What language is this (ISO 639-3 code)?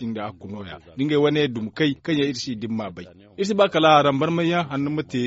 dje